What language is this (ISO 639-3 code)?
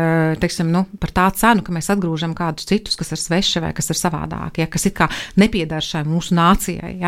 lav